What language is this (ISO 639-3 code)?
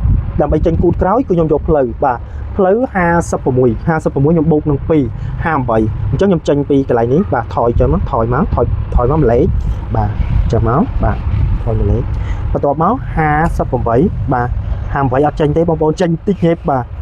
khm